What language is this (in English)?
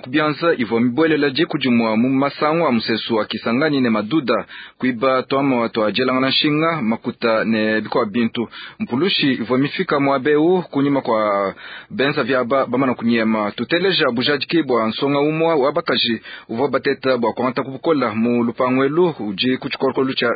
Luba-Lulua